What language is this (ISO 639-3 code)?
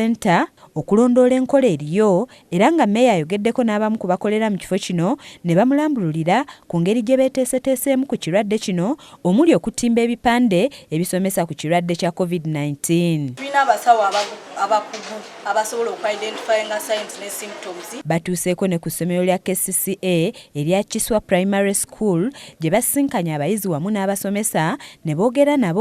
lug